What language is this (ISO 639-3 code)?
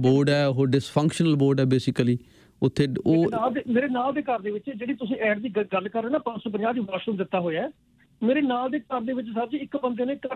pan